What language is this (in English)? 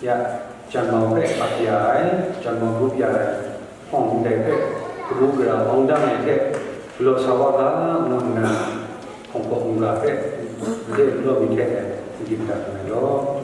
Kachin